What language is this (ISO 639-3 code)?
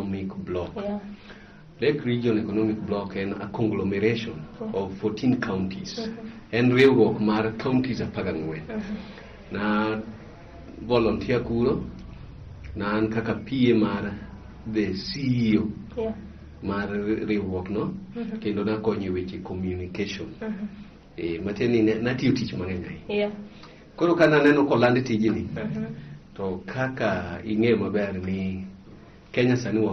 luo